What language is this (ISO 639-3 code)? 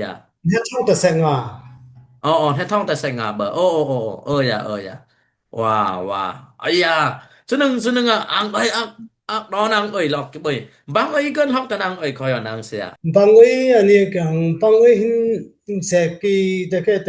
dis